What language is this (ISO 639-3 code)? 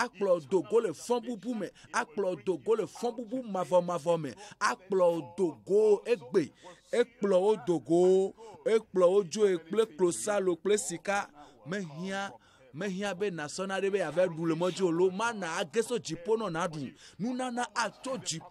ewe